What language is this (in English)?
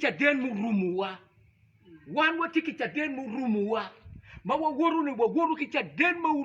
Acoli